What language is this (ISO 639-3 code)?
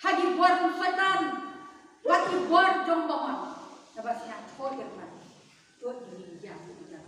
kha